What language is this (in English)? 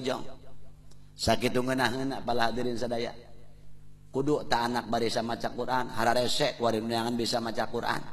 Sundanese